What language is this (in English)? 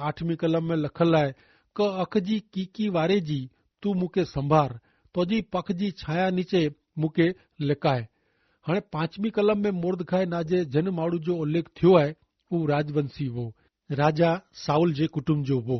Kachhi